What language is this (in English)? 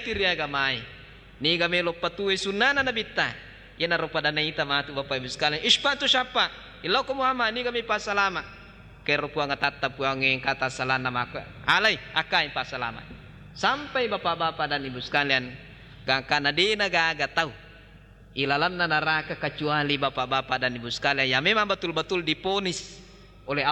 Buginese